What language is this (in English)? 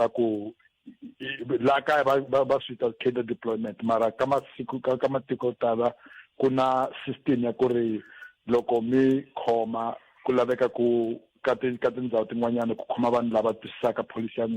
Tsonga